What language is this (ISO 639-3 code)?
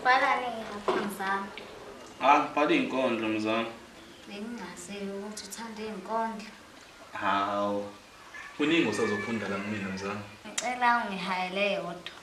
zul